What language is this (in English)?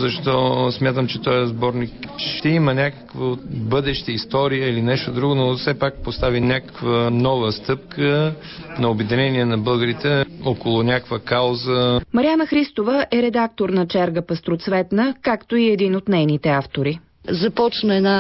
Bulgarian